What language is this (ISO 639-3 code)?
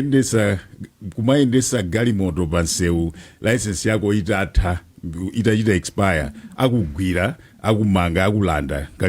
nya